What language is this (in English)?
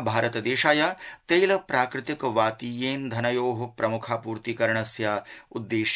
Sanskrit